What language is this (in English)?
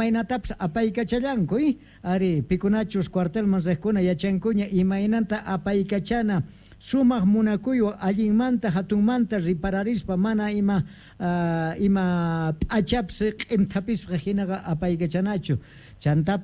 Quechua